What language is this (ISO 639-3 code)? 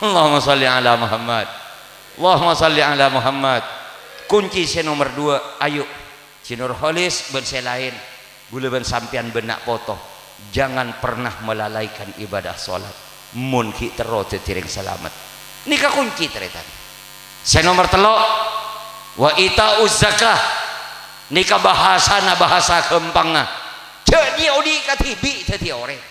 mad